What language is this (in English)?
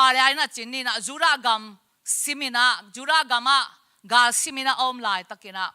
Tedim Chin